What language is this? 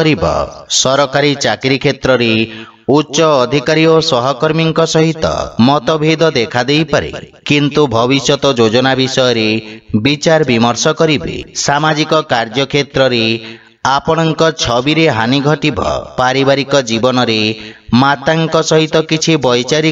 Odia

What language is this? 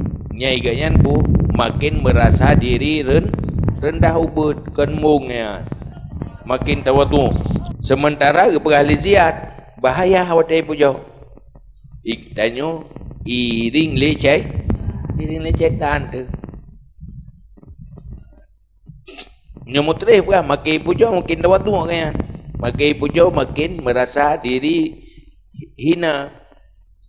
Achinese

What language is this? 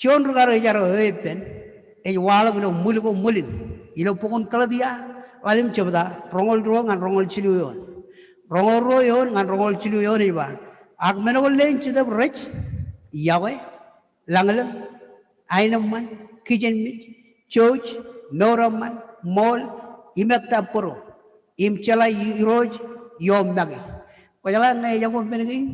Marshallese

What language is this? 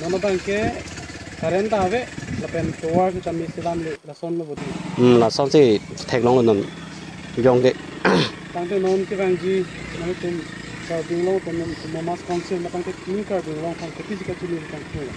Karbi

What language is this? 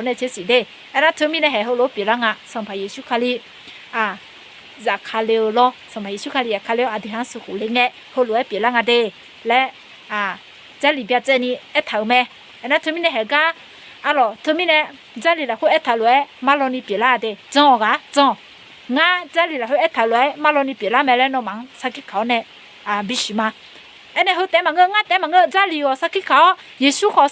Akha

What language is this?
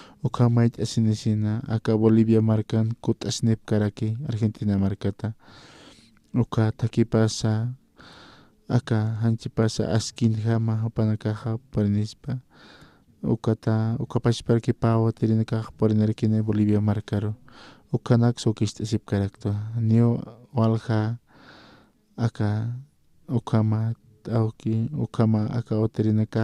Aymara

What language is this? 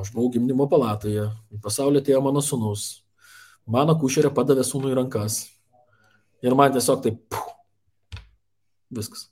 Lithuanian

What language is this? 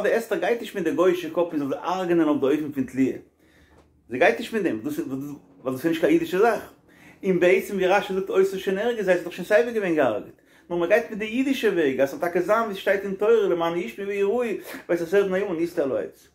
Yiddish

